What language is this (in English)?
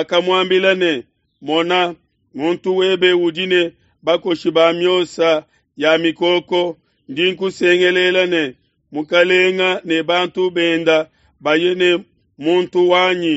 Luba-Lulua